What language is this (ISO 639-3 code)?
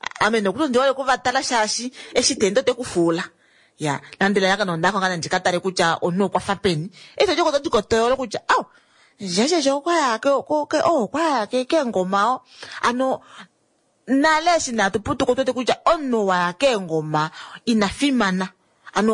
kua